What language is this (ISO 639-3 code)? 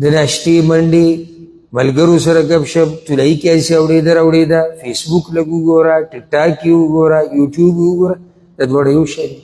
pus